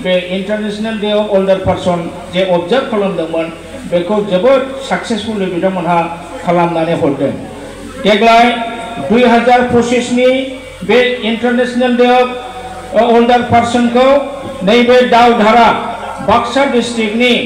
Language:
Bodo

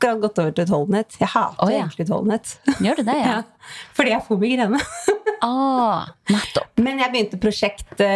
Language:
Norwegian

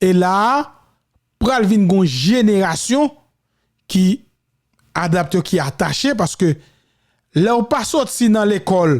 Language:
Haitian Creole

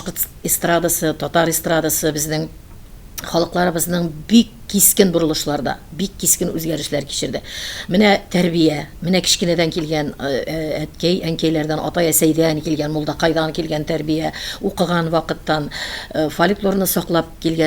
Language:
Tatar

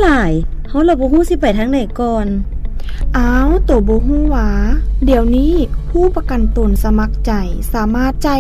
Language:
Lao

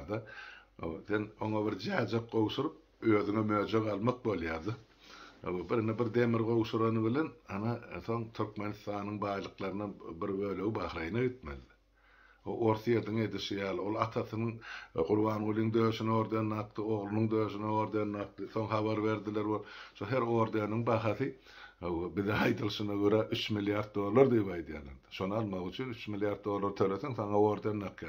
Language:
Turkmen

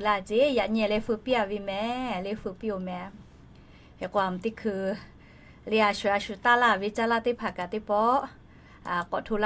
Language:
Lahu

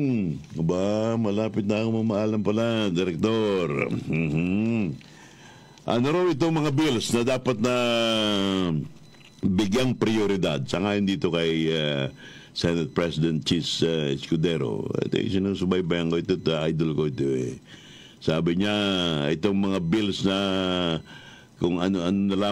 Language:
Filipino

